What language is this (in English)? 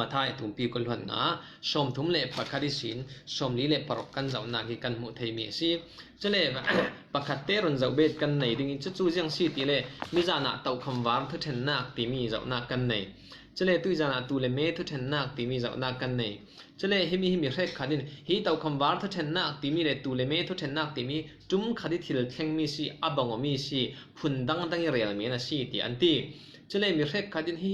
Falam Chin